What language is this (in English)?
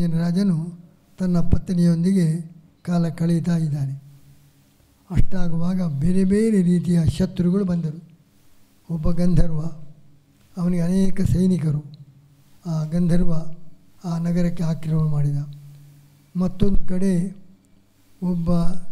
Kannada